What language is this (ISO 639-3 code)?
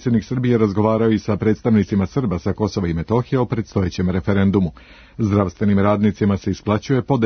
srp